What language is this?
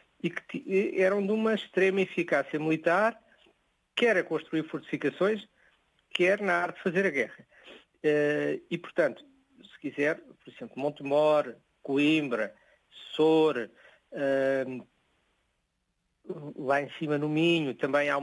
Portuguese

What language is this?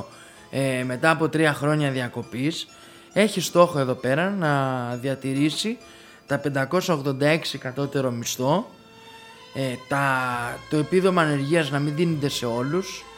Greek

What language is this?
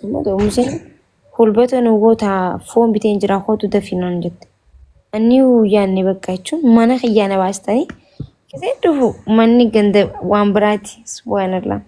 Oromo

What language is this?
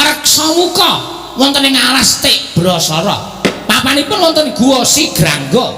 Javanese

